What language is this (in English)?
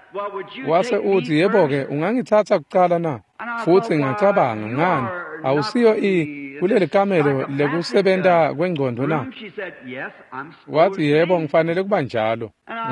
Swati